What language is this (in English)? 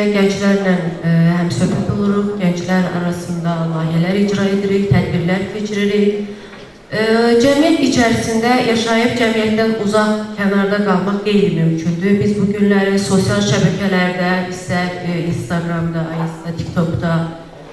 Azerbaijani